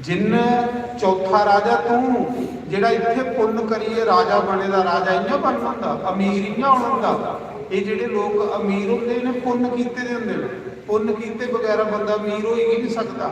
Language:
Dogri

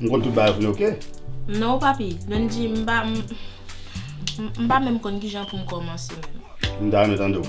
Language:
Haitian Creole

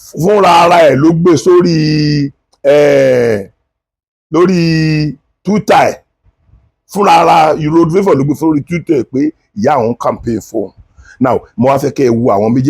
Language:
Yoruba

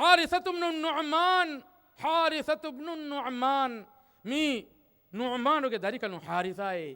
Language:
Divehi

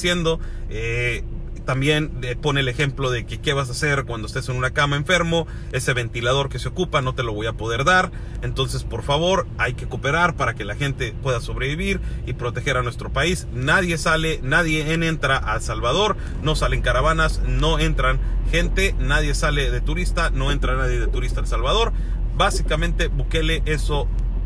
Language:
Spanish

